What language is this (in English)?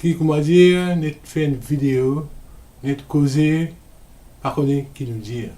Morisyen